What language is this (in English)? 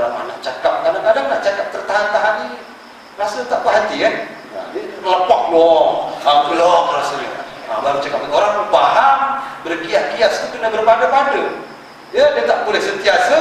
Malay